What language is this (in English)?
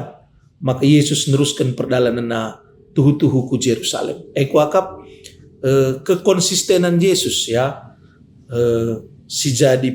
Batak Karo